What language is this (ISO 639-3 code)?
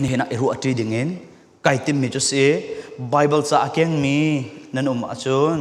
cfm